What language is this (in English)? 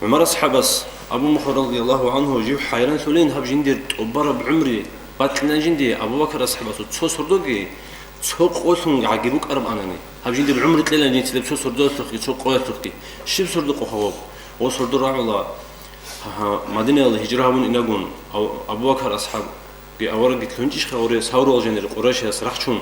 Avaric